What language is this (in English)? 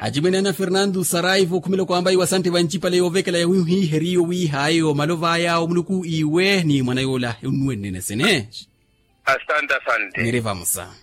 Makhuwa